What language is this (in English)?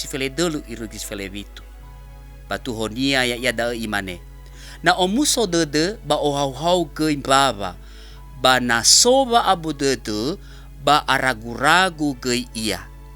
Nias